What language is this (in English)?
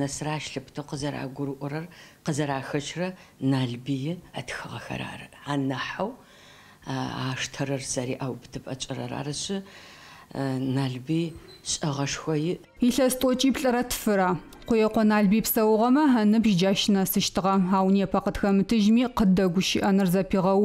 Adyghe